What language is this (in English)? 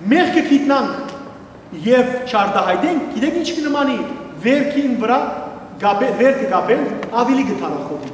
Western Armenian